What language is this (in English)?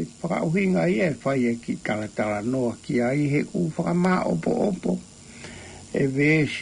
Tongan